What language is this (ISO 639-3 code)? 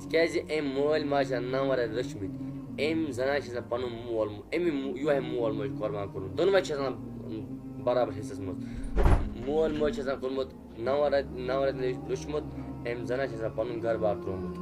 kas